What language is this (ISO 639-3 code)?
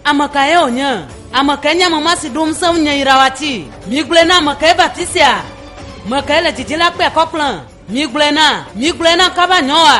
ewe